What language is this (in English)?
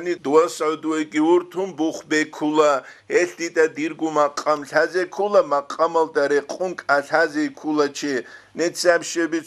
Avaric